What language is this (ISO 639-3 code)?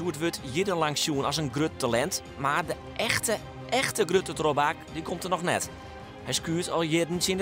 fry